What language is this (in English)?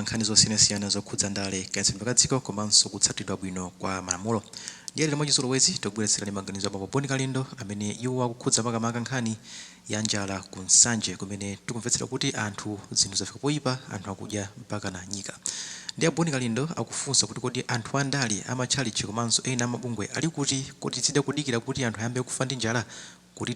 Nyanja